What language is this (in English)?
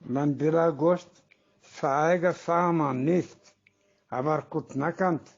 Eastern Balochi